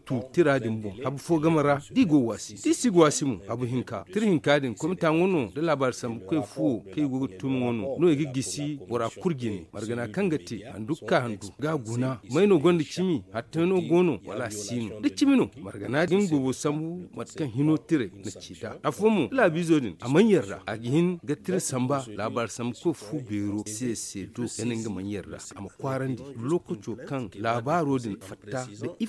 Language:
Zarma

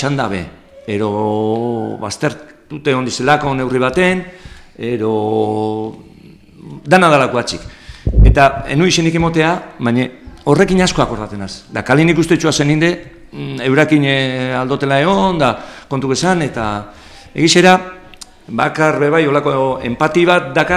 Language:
Basque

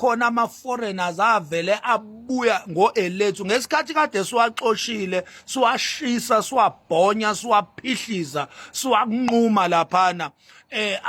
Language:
Zulu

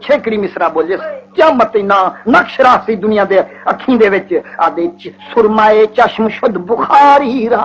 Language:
Saraiki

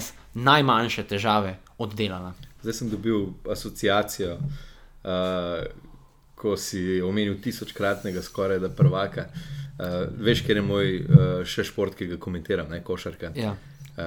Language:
Slovenian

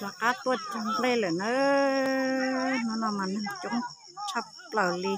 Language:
Hmong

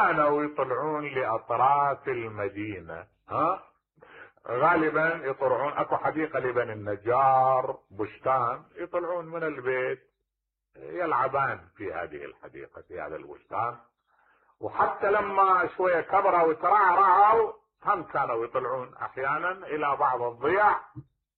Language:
Mesopotamian Arabic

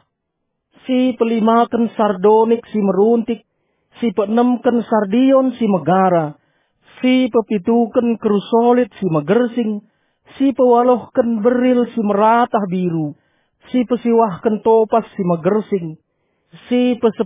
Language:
Batak Karo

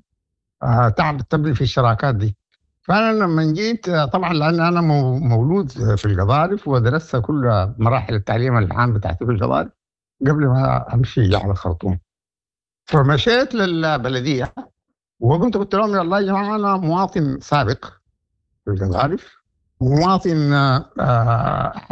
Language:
Sudanese Arabic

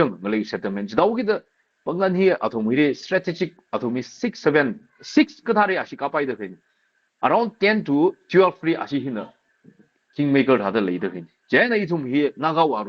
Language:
Tangkhul Naga (India)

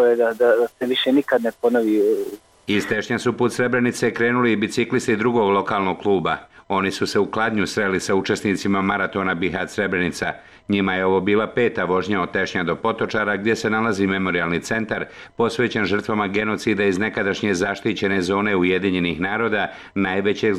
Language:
Bosnian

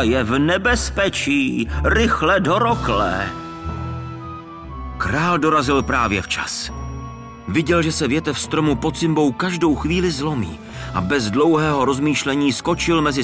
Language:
Czech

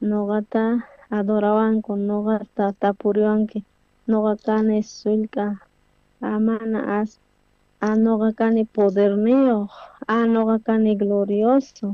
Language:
South Bolivian Quechua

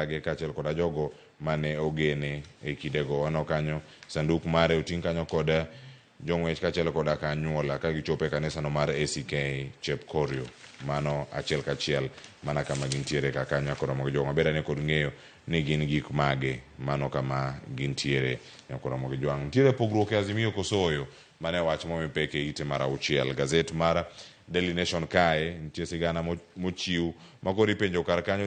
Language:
Luo (Kenya and Tanzania)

